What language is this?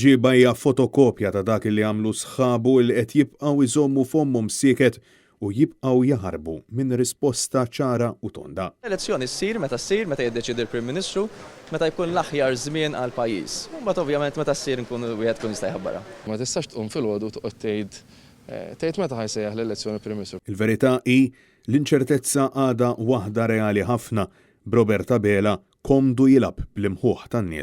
Maltese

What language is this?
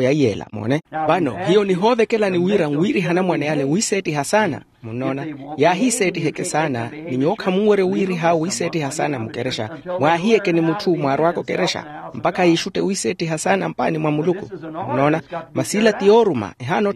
Makhuwa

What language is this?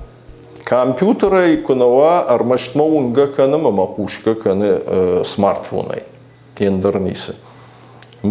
Ossetic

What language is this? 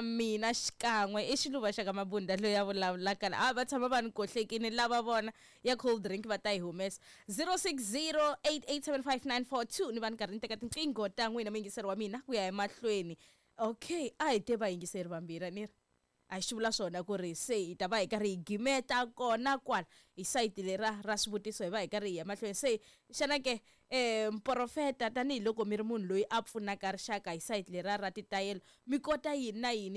Tsonga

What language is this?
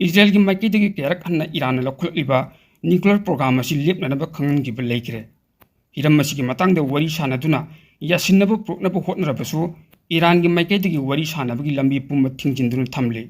Manipuri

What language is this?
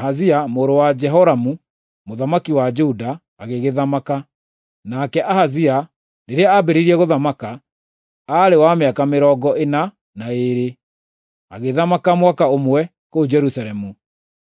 Kikuyu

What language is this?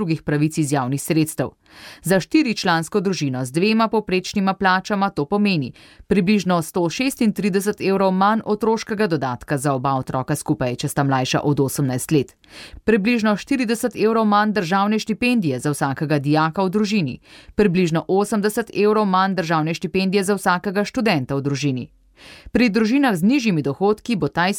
Slovenian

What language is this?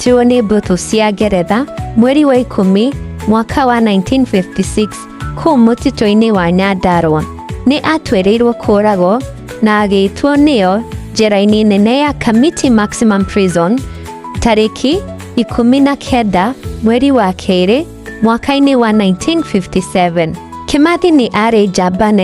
Kikuyu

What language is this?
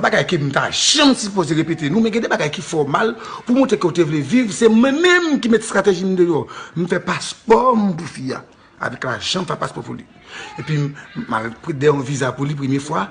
Haitian Creole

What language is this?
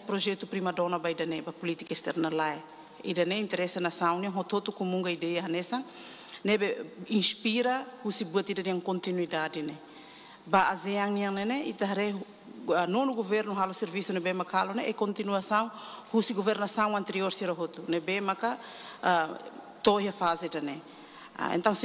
Tetum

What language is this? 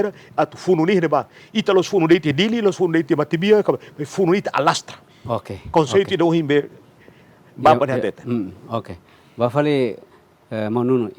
Tetum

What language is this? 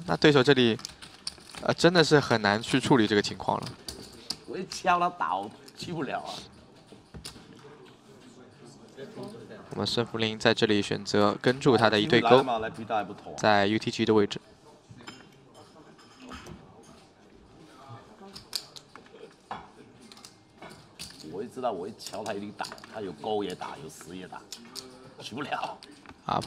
Chinese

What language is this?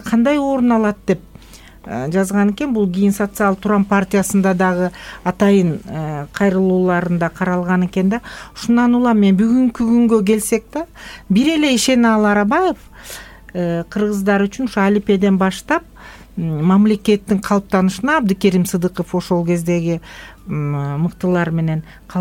Kyrgyz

